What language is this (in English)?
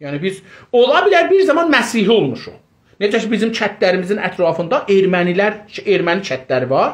South Azerbaijani